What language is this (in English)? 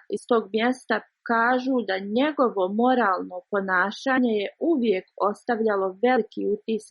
Bosnian